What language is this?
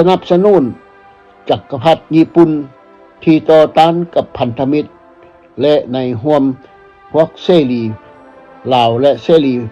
Lao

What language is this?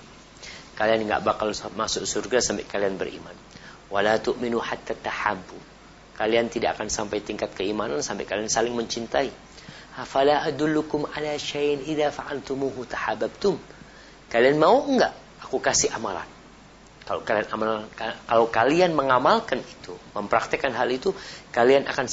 Indonesian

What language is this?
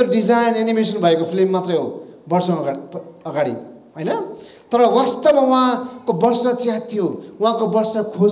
Nepali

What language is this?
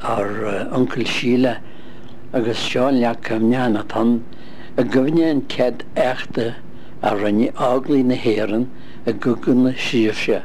Irish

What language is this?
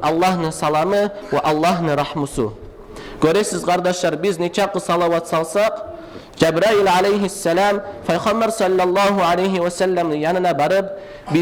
Kumyk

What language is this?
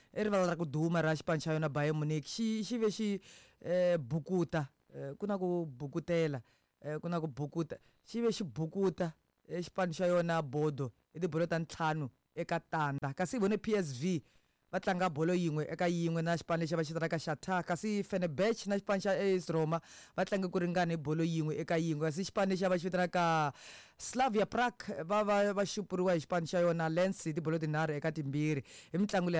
Tsonga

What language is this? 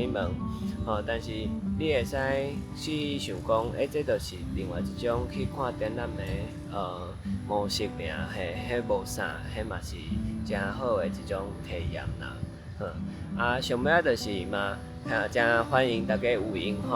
Min Nan Chinese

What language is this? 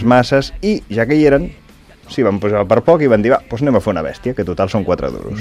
Catalan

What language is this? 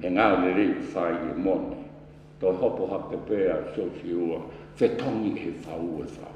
Tongan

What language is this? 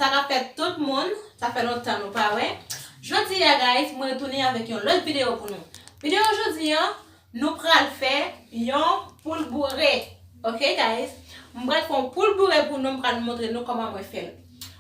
Haitian Creole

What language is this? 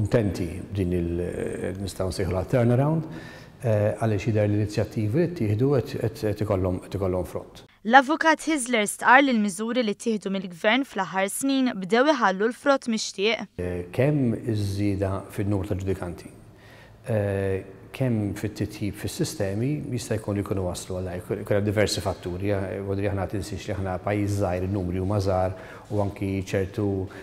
Maltese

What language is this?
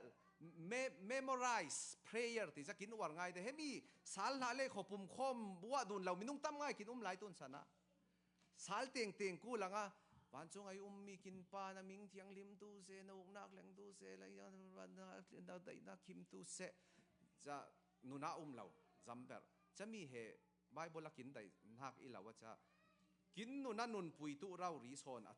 Falam Chin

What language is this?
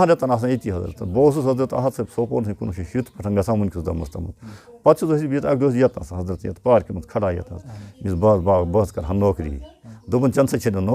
Kashmiri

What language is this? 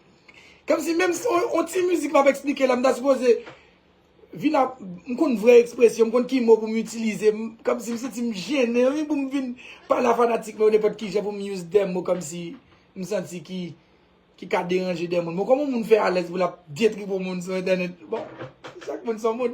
Haitian Creole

